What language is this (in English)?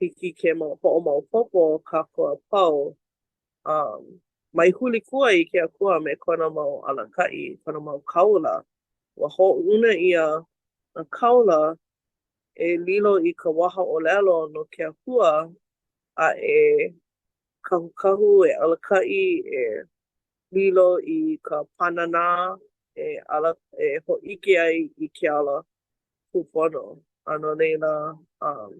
Hawaiian